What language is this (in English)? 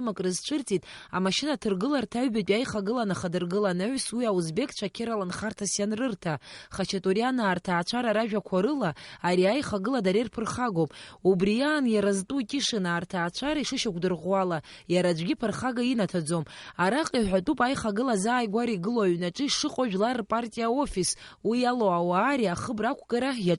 Abkhazian